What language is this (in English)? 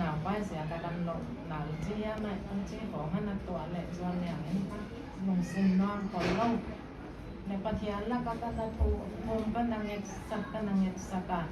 Paite Chin